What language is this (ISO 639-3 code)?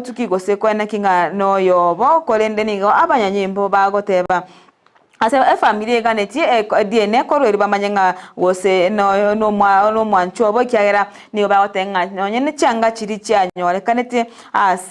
guz